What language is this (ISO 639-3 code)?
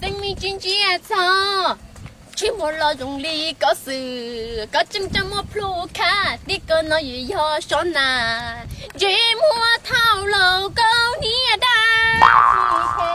hmn